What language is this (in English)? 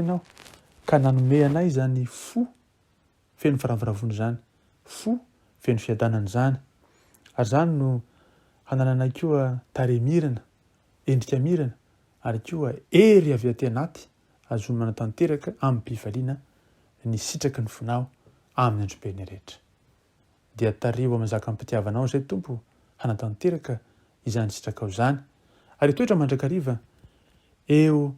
Malagasy